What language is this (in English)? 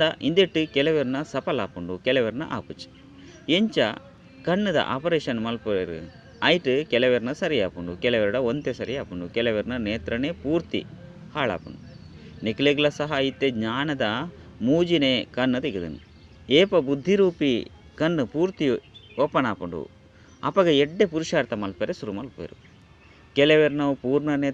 Tulu